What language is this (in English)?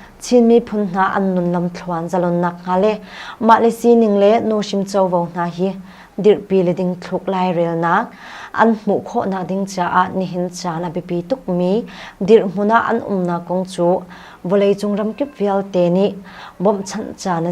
Hakha Chin